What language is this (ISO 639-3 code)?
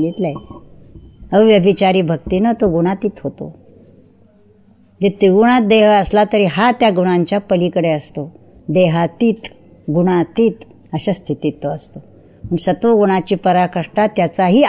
mar